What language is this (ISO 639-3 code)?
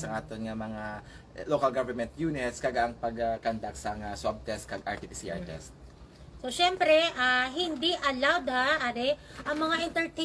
hil